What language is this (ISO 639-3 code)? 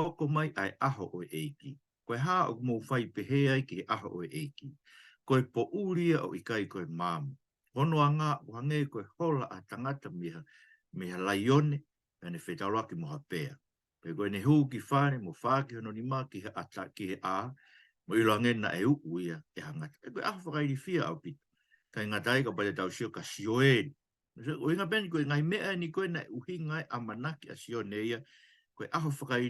ton